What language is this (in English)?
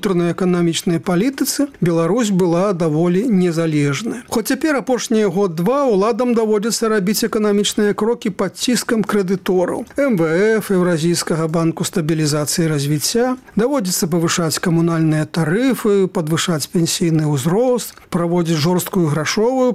Belarusian